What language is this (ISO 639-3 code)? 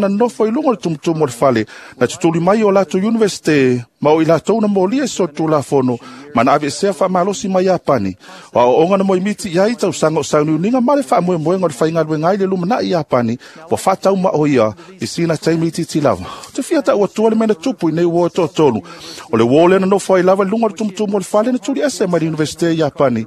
smo